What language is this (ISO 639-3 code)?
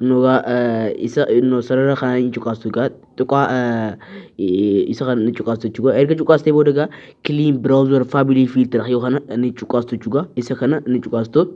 orm